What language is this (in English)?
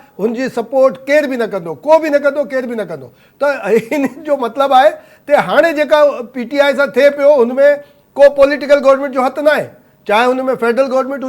Sindhi